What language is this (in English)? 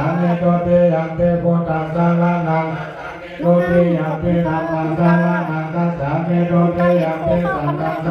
Pali